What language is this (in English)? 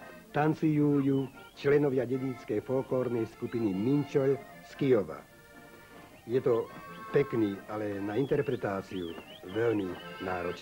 Slovak